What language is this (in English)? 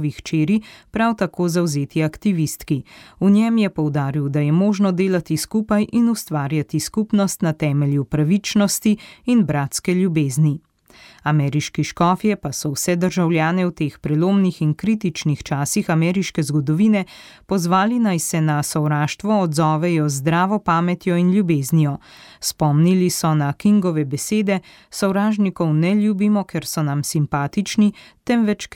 Slovenian